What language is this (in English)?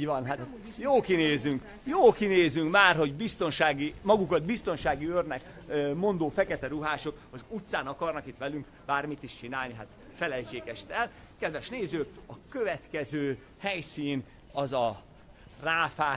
Hungarian